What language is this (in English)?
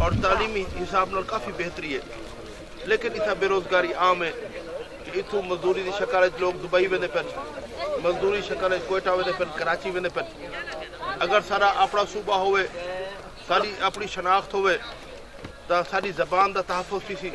Saraiki